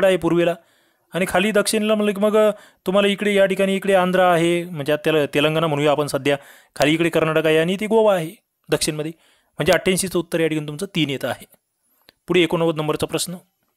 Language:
Marathi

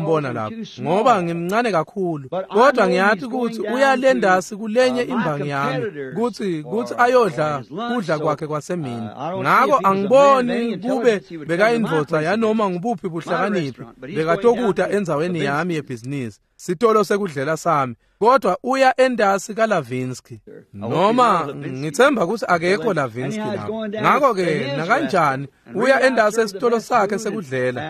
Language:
Swati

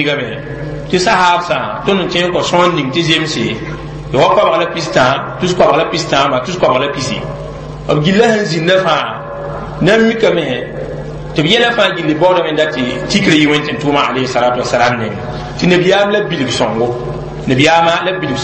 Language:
Mossi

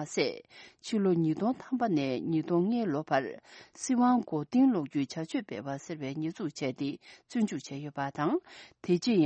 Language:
Tibetan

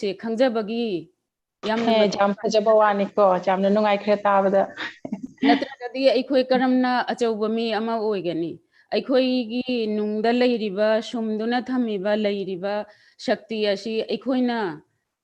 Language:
Manipuri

